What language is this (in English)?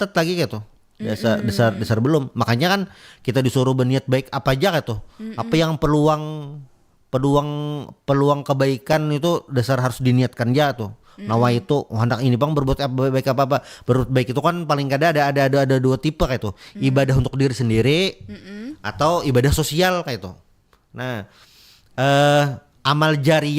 Banjar